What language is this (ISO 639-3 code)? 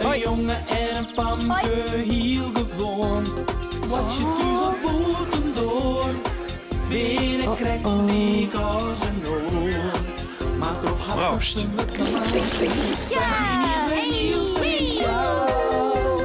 fry